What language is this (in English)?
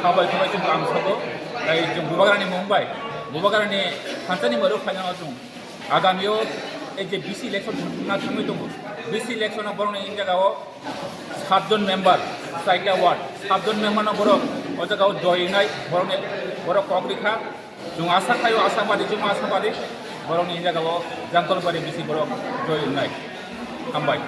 Kok Borok